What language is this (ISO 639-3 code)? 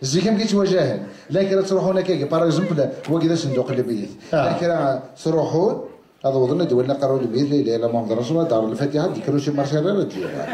kab